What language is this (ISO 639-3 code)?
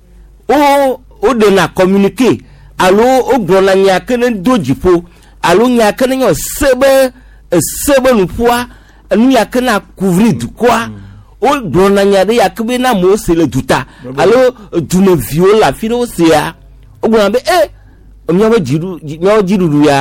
gej